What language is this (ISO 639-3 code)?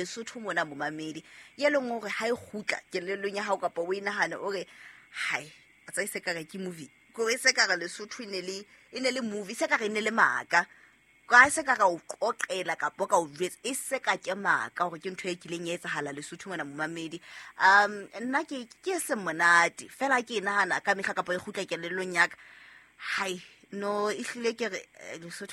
sot